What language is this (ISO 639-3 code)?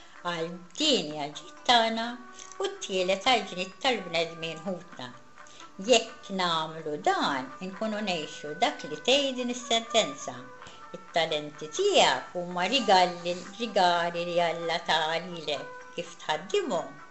mlt